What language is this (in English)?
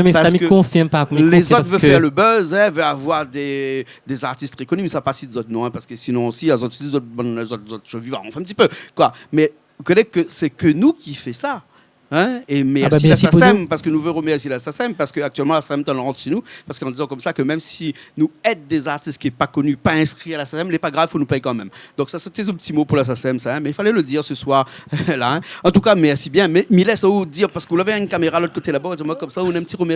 Réunion Creole French